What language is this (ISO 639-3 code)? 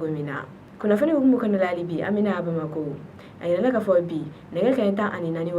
bam